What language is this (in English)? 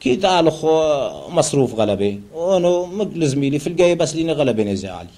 Turoyo